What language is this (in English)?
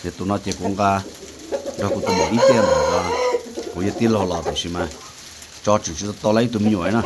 Hmong